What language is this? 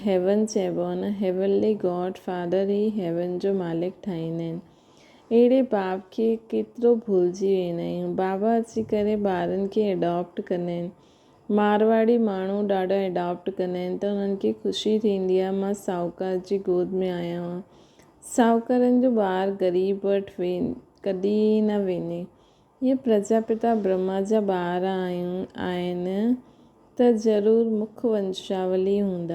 Sindhi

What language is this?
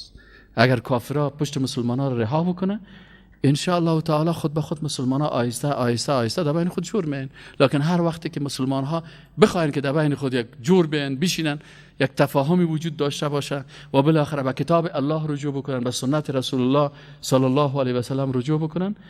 Persian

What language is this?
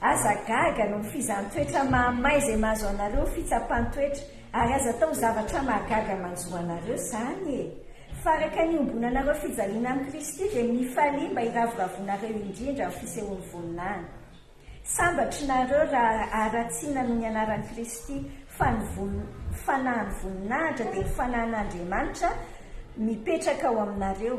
Malagasy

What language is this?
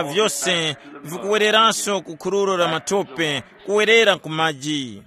Tumbuka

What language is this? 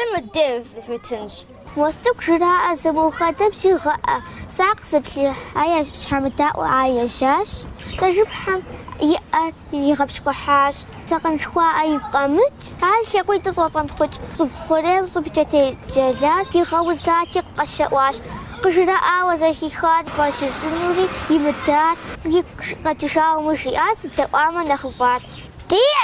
Kabardian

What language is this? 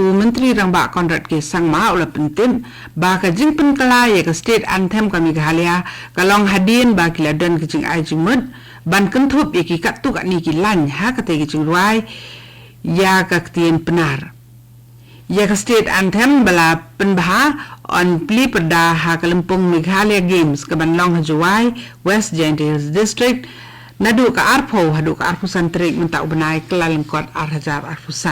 Khasi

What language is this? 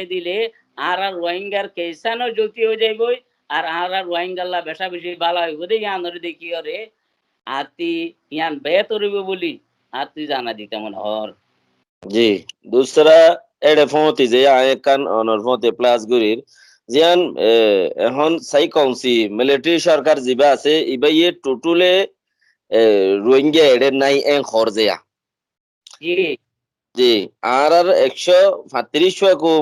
Rohingya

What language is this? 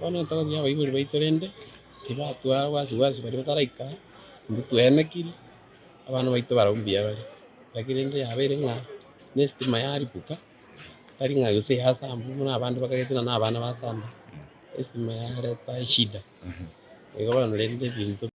Gusii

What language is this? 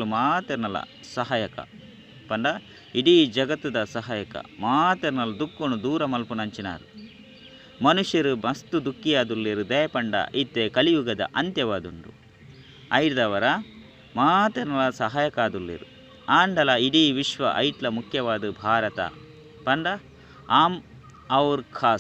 Tulu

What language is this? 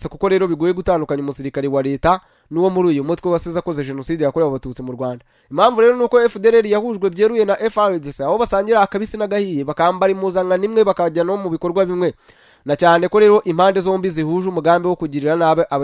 Kinyarwanda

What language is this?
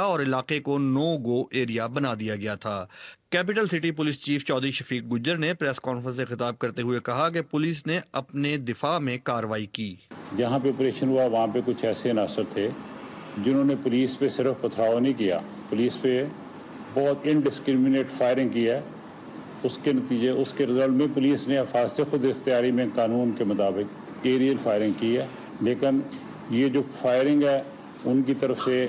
Urdu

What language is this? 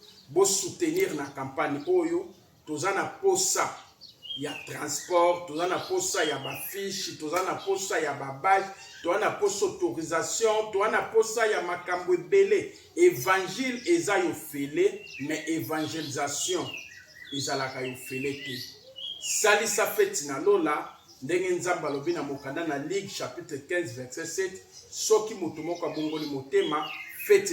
Lingala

